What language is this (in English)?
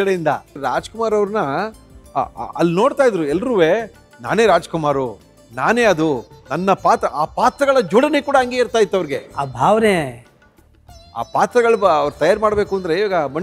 Kannada